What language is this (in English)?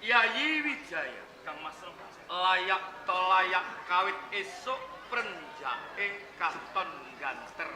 Javanese